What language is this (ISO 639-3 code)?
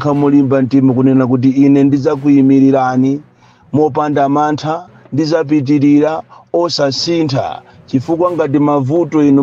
nya